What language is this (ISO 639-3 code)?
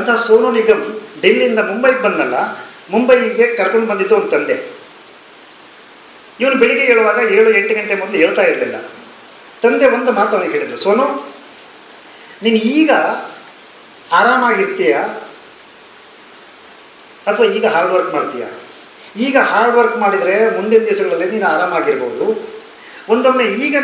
kan